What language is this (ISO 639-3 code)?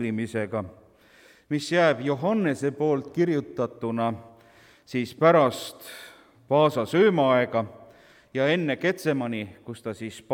est